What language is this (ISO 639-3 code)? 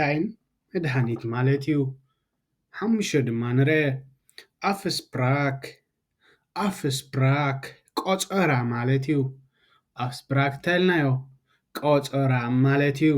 tir